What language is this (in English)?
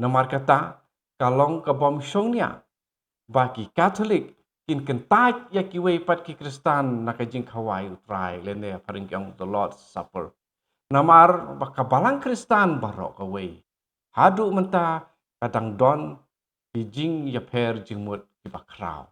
Khasi